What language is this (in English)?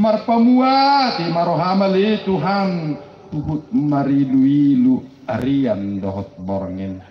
Batak Toba